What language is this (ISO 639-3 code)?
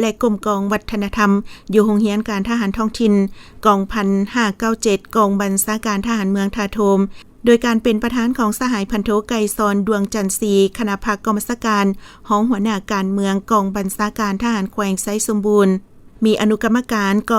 lao